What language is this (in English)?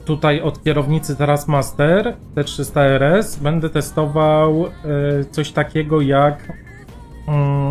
Polish